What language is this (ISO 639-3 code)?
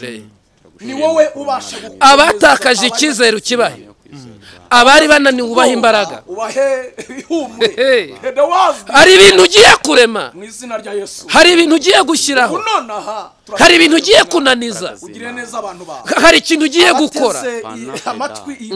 kin